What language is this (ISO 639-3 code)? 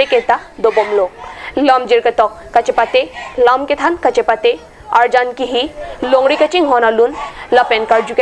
mjw